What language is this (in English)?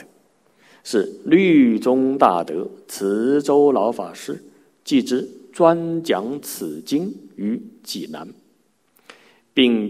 Chinese